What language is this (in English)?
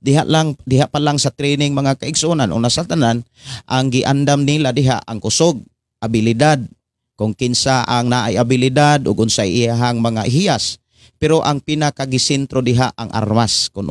Cebuano